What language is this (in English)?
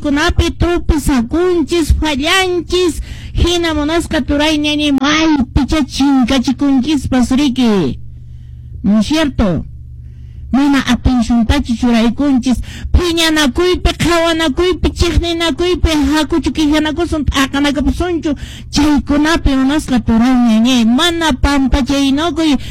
Quechua